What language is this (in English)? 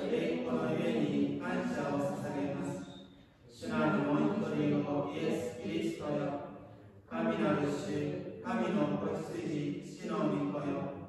Japanese